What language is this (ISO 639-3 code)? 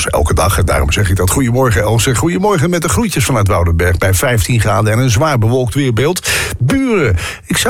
nld